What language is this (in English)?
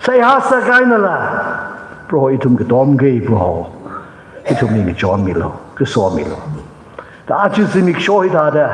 Tangkhul Naga (India)